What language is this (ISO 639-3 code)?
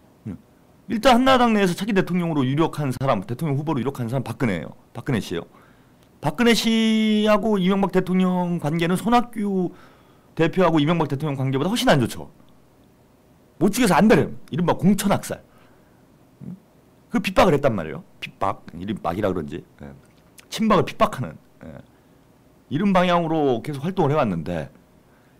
kor